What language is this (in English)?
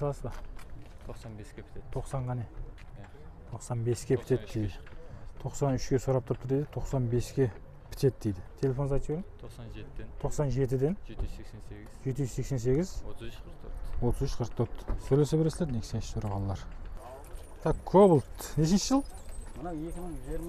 Kazakh